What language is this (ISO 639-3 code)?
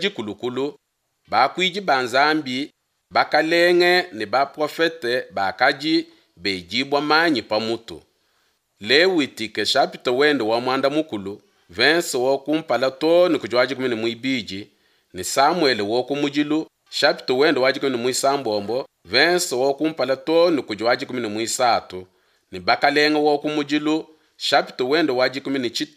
lua